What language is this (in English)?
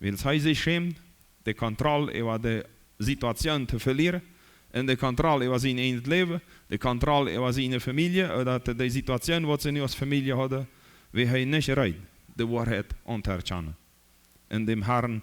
Plautdietsch